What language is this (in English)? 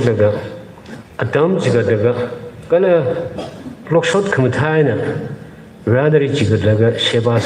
Tangkhul Naga (India)